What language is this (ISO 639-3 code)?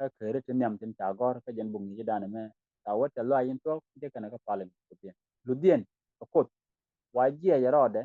nus